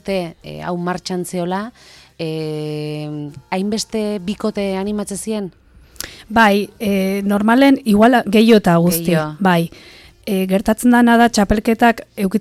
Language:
Basque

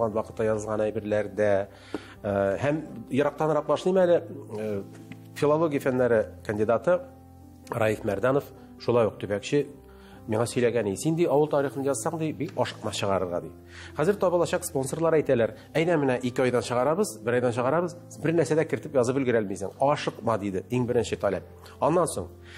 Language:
Tatar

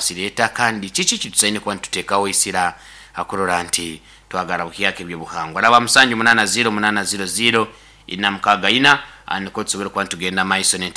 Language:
Nyoro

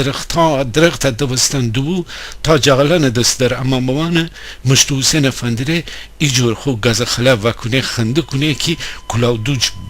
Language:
Gilaki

